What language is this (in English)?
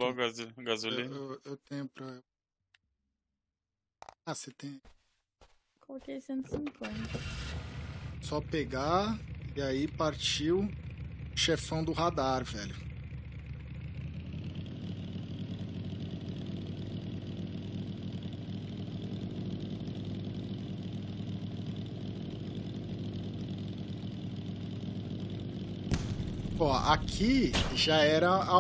Portuguese